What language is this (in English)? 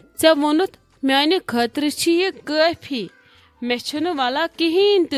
Kashmiri